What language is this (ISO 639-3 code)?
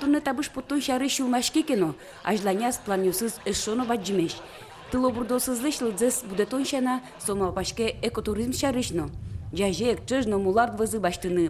udm